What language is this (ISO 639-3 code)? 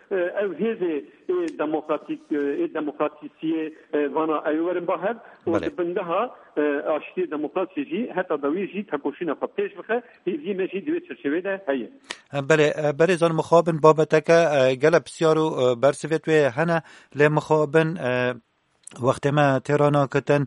kur